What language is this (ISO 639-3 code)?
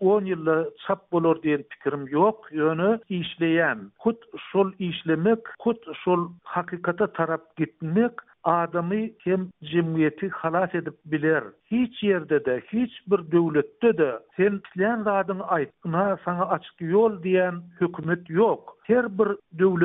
tuk